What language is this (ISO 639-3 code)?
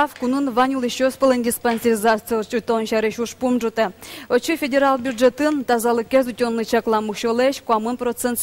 udm